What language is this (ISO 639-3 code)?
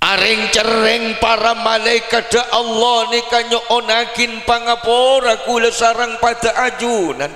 mad